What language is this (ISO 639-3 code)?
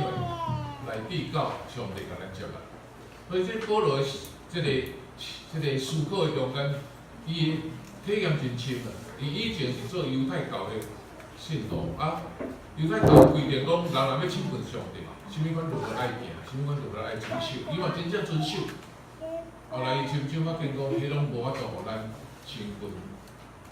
nan